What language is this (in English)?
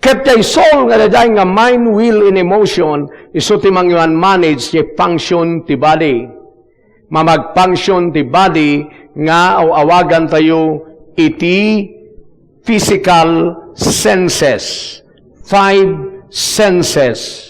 Iloko